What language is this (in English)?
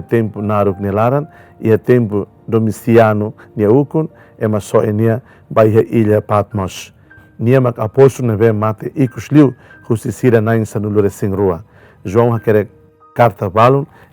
Tetum